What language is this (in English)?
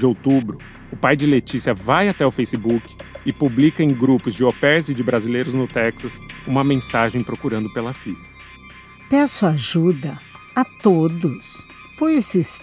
Portuguese